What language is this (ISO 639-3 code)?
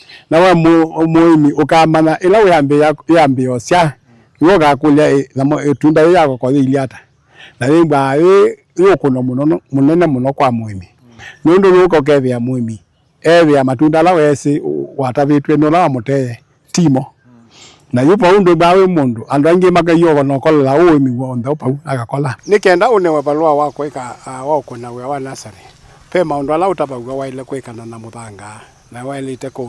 kam